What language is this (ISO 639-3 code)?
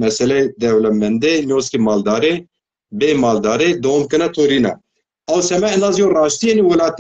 zza